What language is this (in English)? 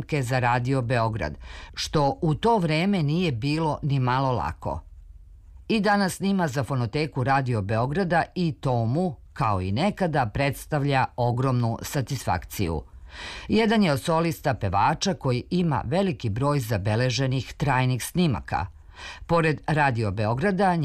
Serbian